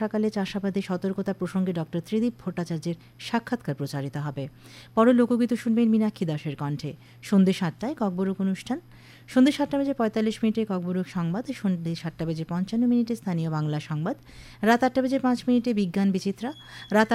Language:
Bangla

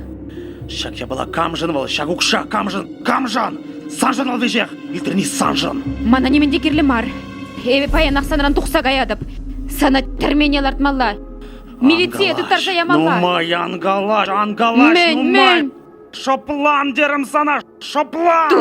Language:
Chuvash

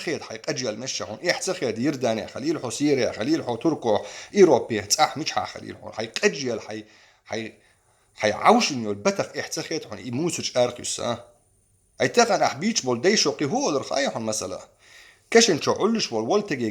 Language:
Chechen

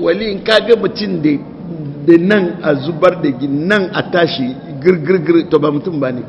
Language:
Hausa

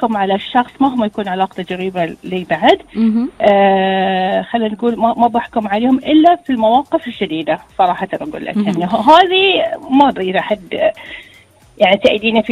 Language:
Gulf Arabic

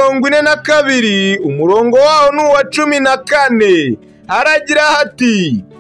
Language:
Kinyarwanda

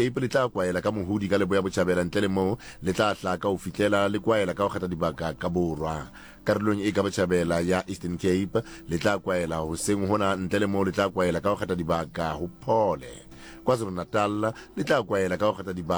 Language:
Southern Sotho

